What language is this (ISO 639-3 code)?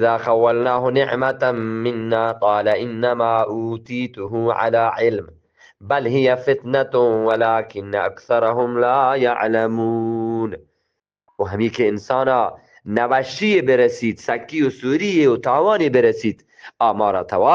bgp